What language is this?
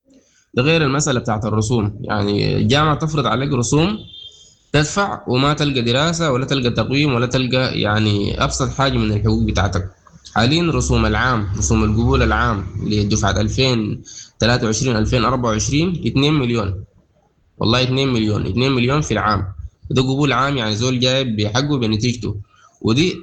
Sudanese Arabic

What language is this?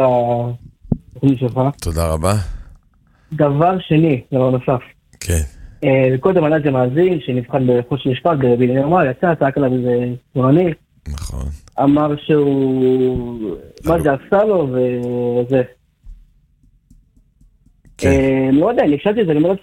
Hebrew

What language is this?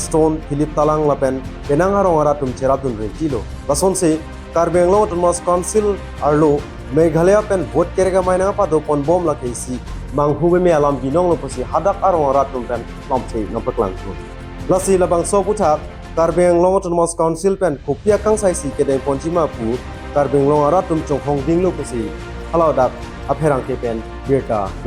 Karbi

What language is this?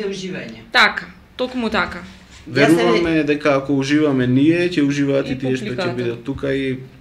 Macedonian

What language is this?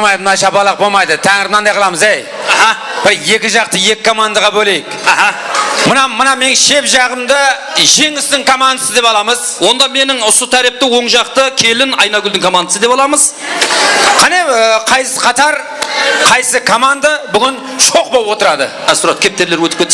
Kara-Kalpak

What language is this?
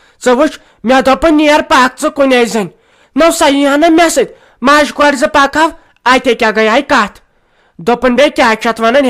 Kashmiri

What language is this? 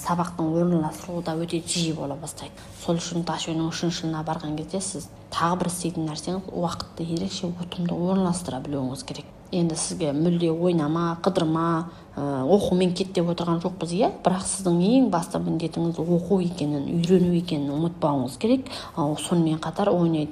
Kazakh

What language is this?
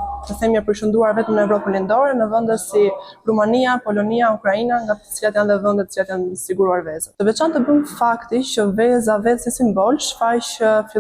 Albanian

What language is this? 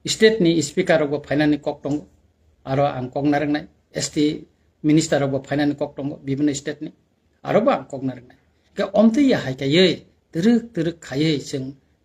Kok Borok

